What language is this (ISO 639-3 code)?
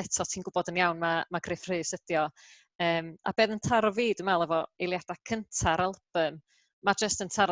cym